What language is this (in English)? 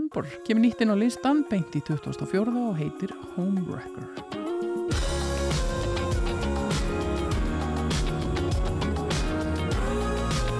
Icelandic